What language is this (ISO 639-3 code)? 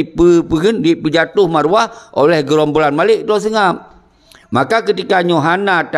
ace